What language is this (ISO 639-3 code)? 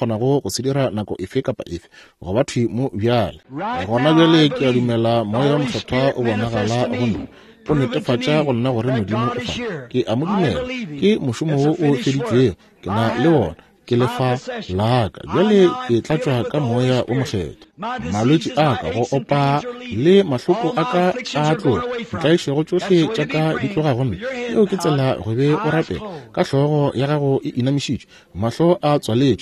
nso